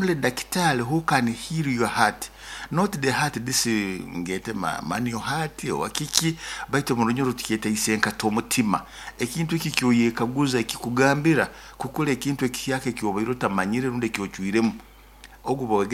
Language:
Nyoro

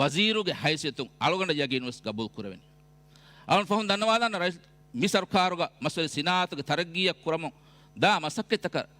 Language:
Divehi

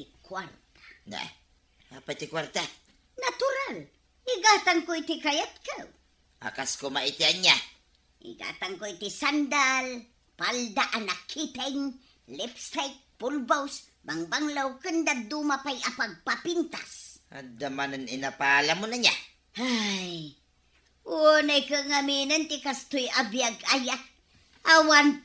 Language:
Iloko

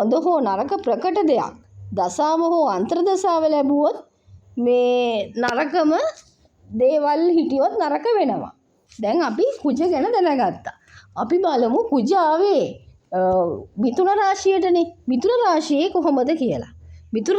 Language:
Sinhala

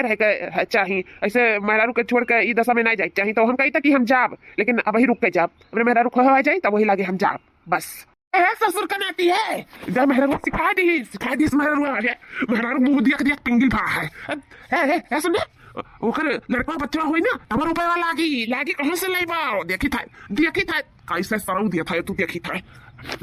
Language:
Awadhi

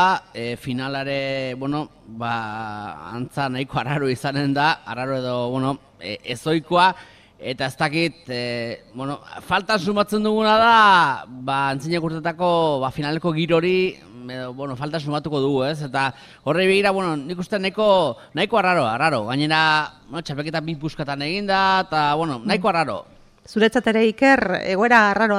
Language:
Basque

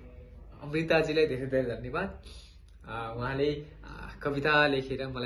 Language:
Nepali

